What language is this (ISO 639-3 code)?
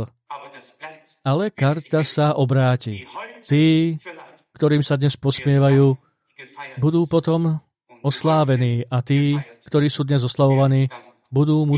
slk